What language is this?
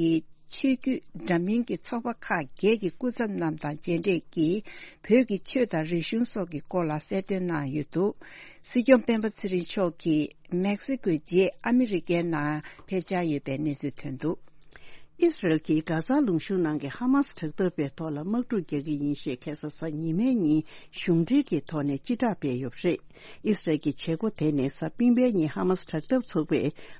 Tibetan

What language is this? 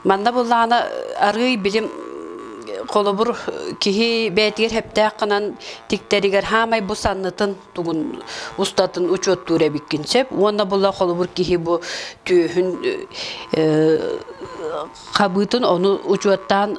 Yakut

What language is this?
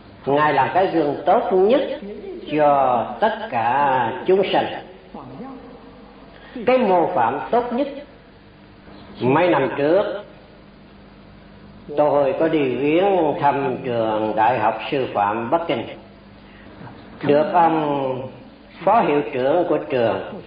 Vietnamese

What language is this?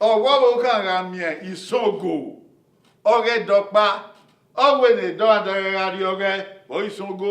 Bini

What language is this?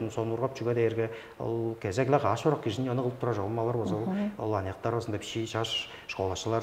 Tuvinian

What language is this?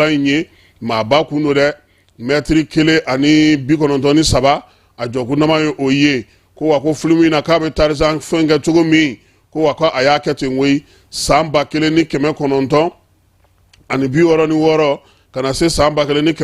Bambara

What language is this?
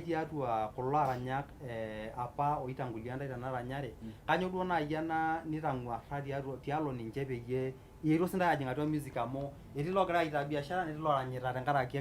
Masai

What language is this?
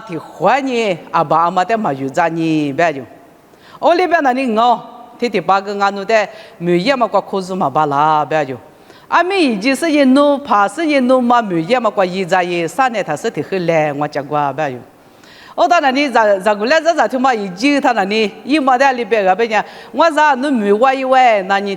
Lisu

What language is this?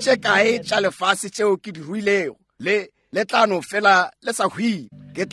Northern Sotho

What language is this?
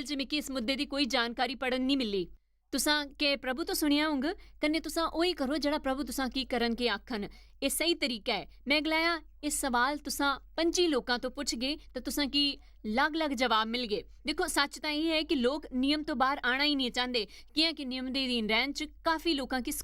Dogri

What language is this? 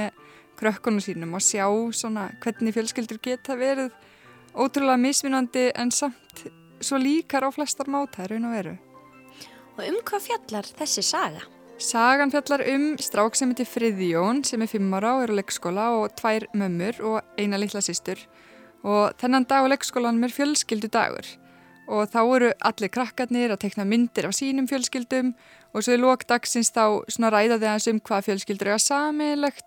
Icelandic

